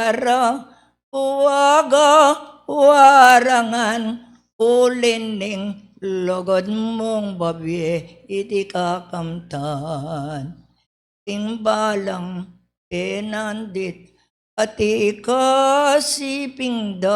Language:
Pampanga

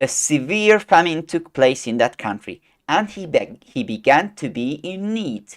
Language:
English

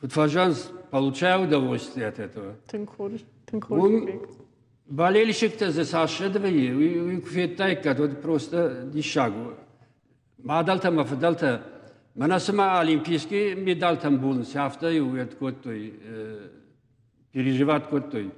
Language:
Ossetic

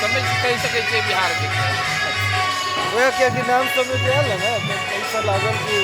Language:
Maithili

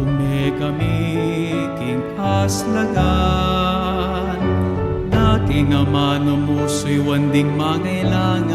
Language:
Pampanga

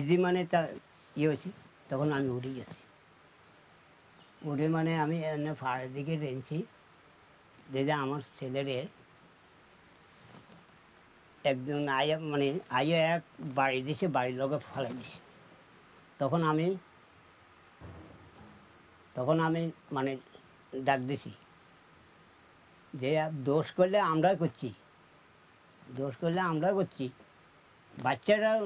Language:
Bangla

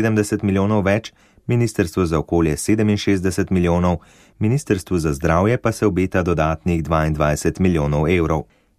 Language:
Slovenian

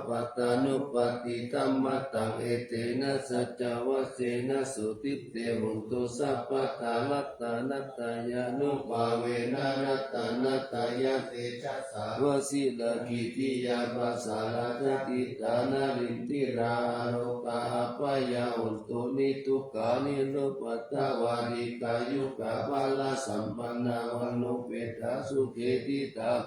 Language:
Pali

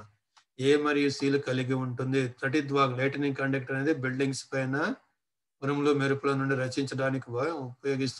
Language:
Telugu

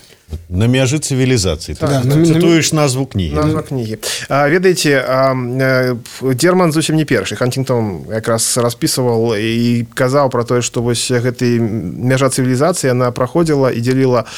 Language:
Belarusian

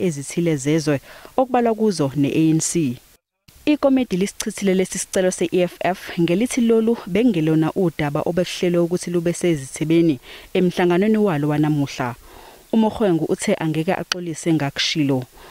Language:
Zulu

